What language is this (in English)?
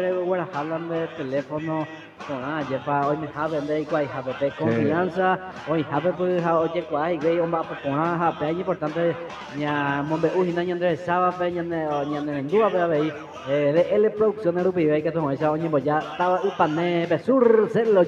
Guarani